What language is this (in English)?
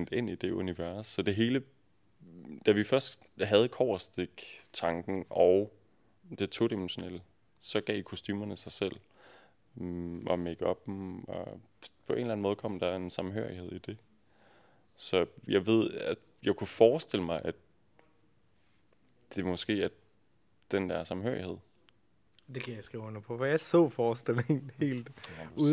Danish